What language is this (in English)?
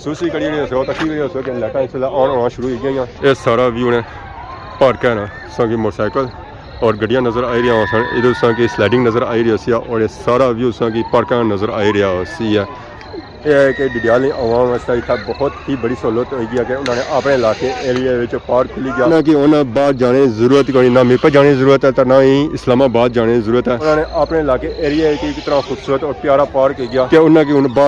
Pahari-Potwari